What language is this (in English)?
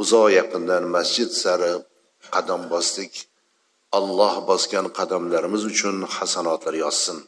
Uzbek